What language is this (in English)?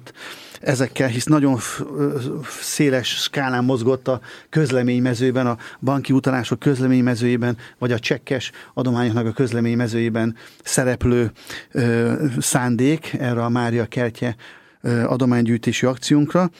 Hungarian